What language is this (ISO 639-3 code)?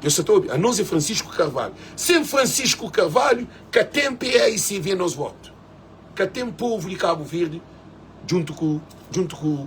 kea